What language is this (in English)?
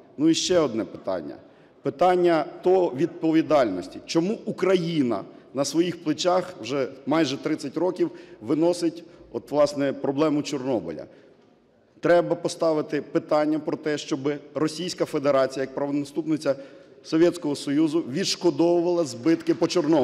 Ukrainian